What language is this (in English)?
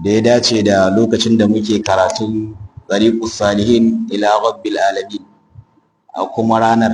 Hausa